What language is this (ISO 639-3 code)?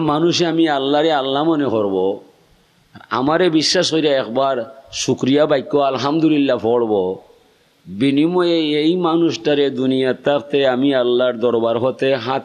syl